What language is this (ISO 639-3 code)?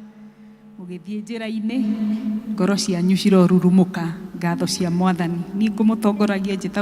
kik